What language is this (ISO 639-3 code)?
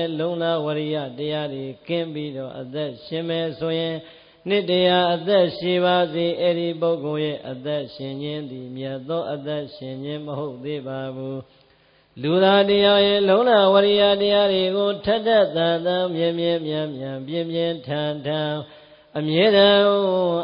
mya